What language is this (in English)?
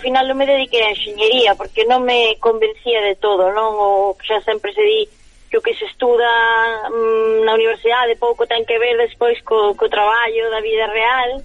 Galician